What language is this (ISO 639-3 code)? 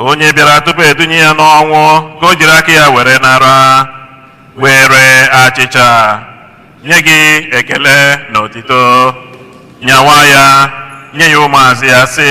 ibo